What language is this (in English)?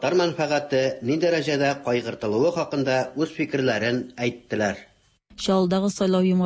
Tatar